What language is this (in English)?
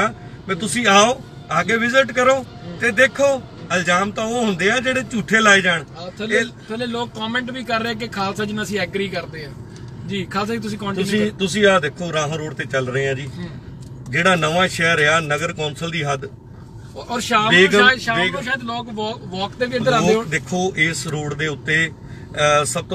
Punjabi